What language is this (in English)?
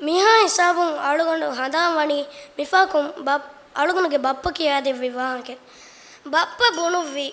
Divehi